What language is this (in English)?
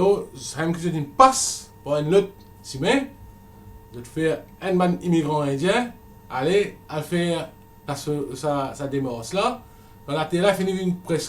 Morisyen